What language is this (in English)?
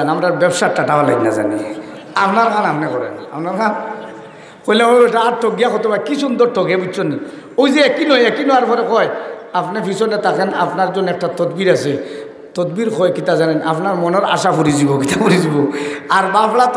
Sylheti